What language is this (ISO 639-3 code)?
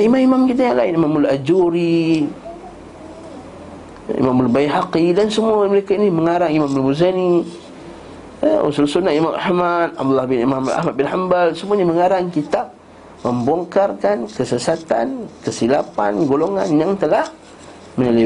msa